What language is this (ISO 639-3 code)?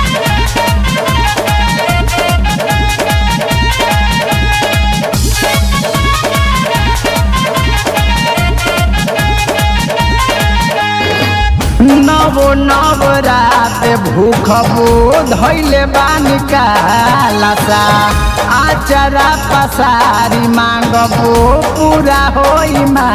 bho